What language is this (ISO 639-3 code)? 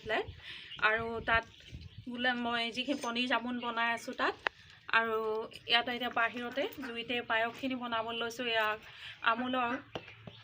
asm